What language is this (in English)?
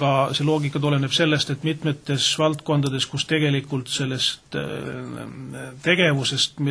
Estonian